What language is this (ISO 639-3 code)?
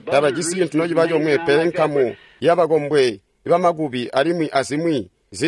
toi